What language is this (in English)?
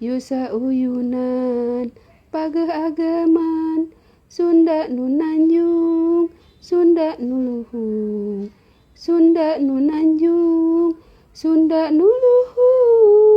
Sundanese